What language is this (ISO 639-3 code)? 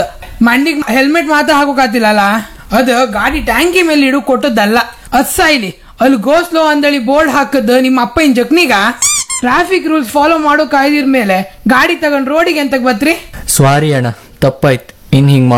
kan